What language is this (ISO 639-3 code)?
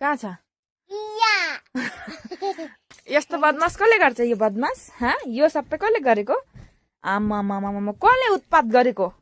nep